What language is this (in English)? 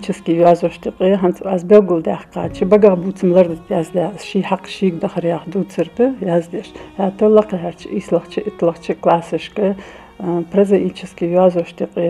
Ingush